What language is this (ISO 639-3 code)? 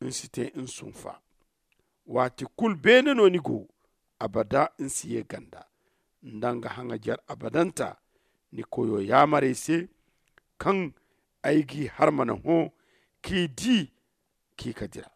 dje